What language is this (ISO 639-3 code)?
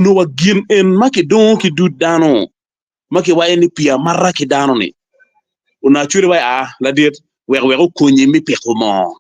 ach